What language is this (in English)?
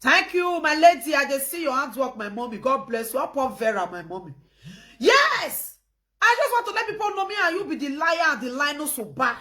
Nigerian Pidgin